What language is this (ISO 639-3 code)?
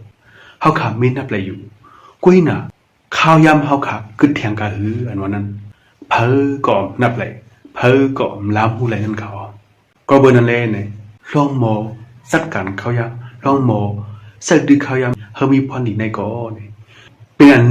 shn